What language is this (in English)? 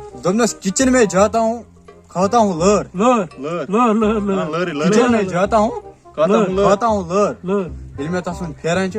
Kashmiri